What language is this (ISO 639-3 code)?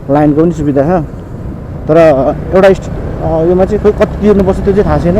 nep